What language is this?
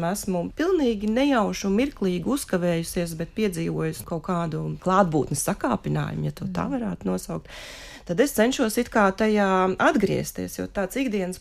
Latvian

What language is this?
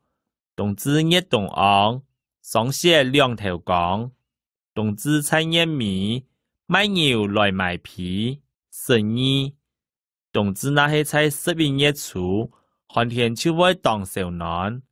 Hakka Chinese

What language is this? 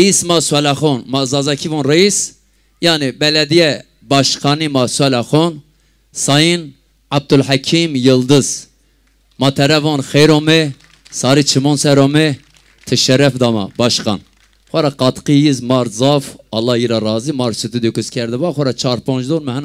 Zaza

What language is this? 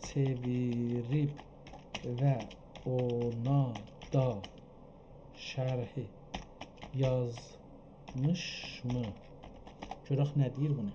South Azerbaijani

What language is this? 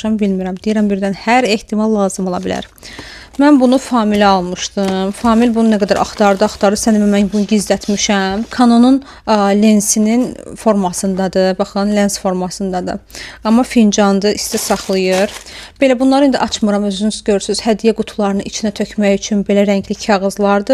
Azerbaijani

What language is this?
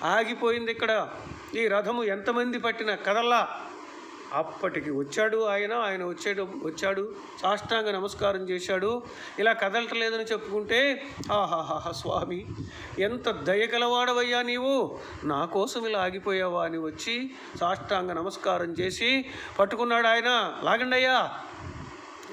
Telugu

